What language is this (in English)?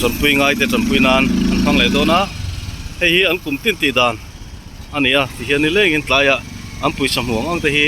Mizo